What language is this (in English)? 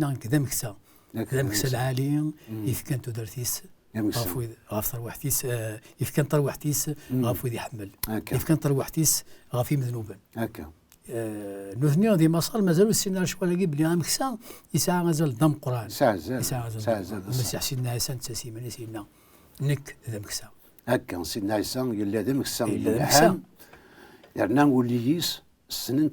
Kabyle